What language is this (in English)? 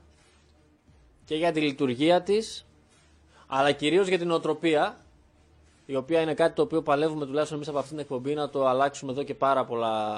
Greek